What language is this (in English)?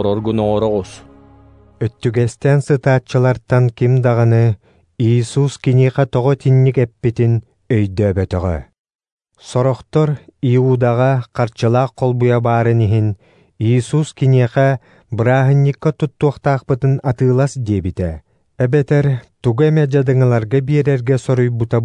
Yakut